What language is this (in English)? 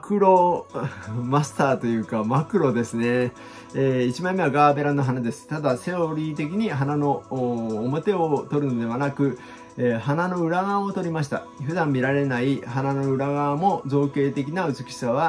Japanese